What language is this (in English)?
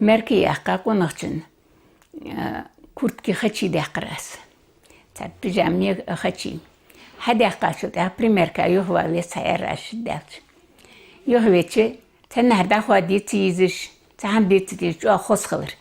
Ingush